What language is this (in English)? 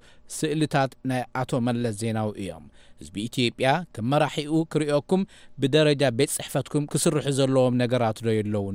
Tigrinya